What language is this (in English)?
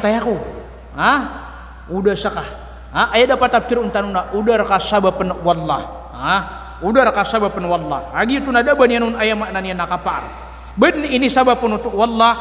Maranao